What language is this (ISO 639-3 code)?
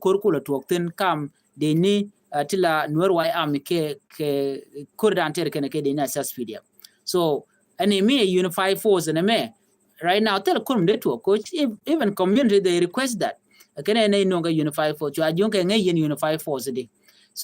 nus